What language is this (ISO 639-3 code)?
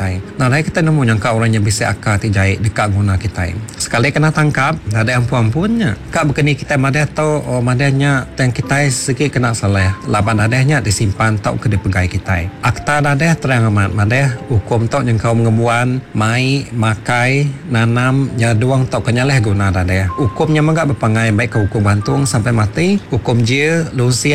iba